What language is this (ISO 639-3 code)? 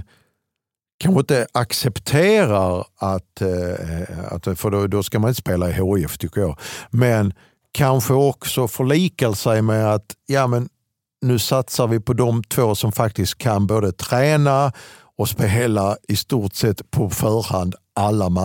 swe